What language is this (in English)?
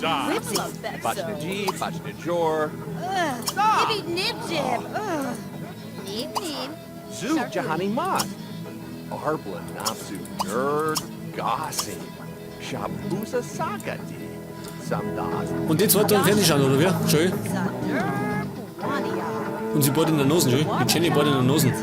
Bavarian